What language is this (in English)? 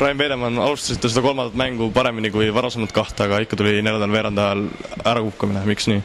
Estonian